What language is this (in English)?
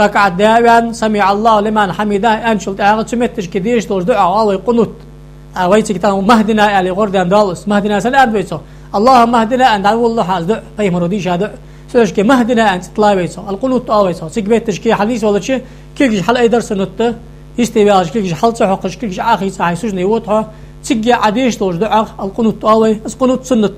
Ingush